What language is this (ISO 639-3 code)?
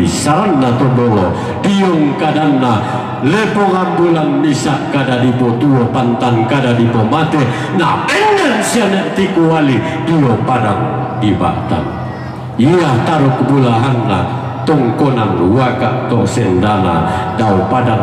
sda